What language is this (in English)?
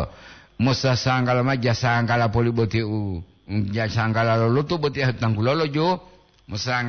Gorontalo